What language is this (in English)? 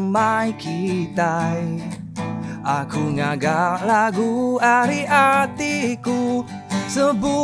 Iban